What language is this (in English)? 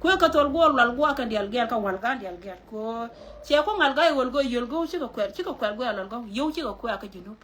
Nuer